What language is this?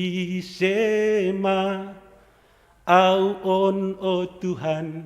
Batak Simalungun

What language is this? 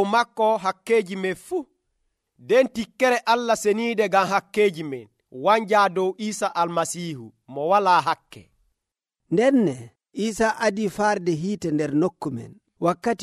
Nigerian Fulfulde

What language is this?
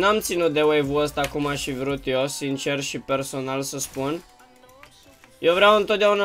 Romanian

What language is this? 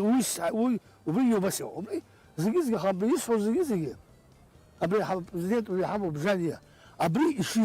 Abkhazian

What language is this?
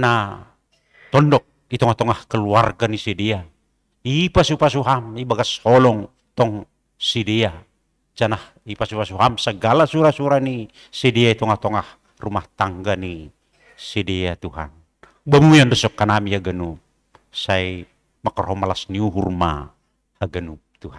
Batak Simalungun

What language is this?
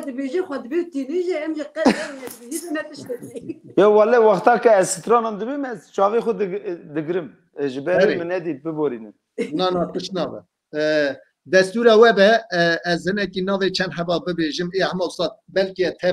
Kurdish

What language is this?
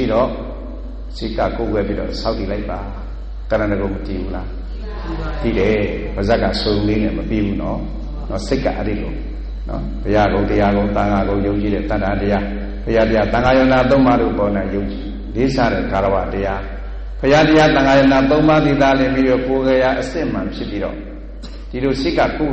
Burmese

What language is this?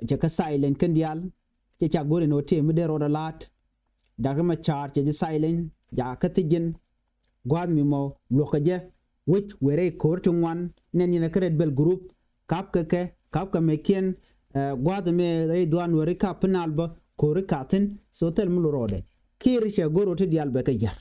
Nuer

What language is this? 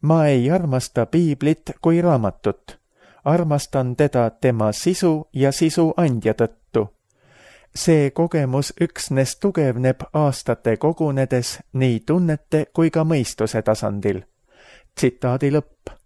Estonian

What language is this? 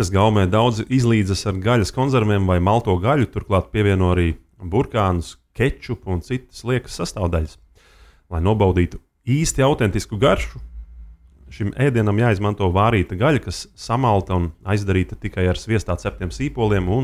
Latvian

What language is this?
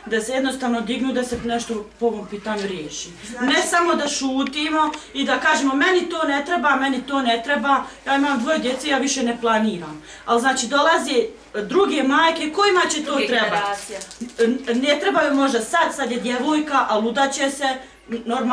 Bosnian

